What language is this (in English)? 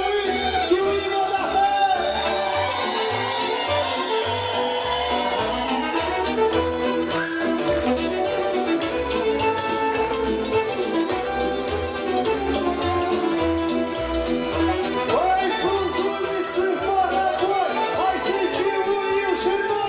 Romanian